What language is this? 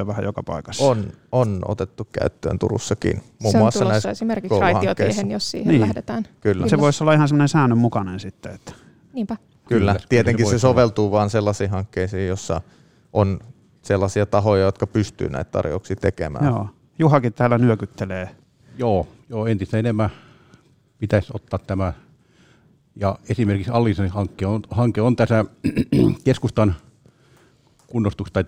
Finnish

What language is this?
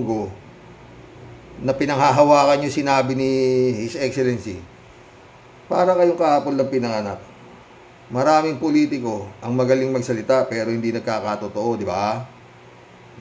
Filipino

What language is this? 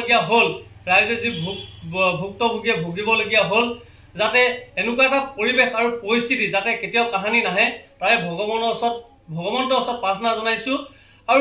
Assamese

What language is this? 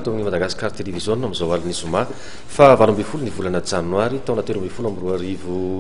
Malagasy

